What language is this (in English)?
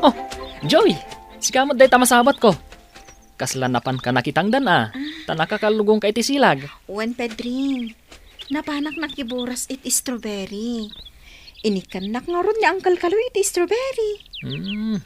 Iloko